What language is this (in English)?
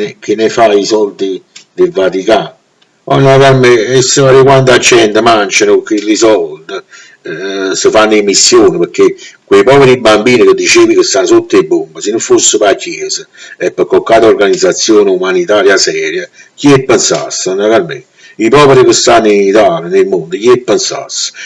Neapolitan